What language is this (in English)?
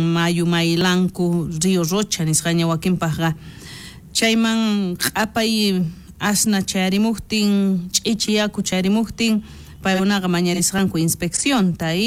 South Bolivian Quechua